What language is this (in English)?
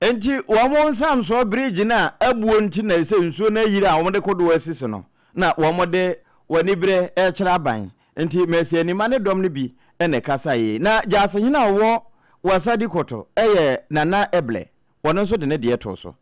Akan